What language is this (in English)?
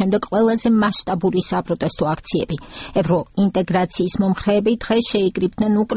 Georgian